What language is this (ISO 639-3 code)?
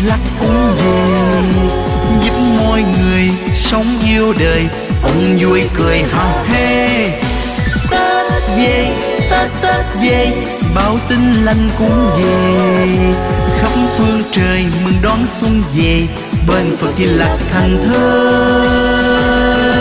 vie